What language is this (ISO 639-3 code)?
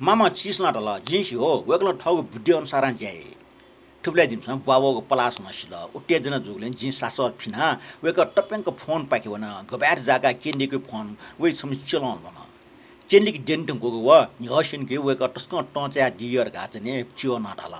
new